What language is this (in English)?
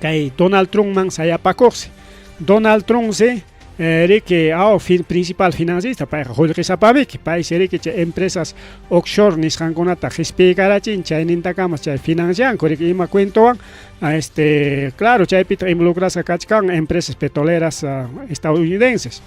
Ayacucho Quechua